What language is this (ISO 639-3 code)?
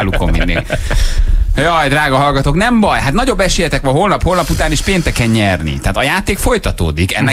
hun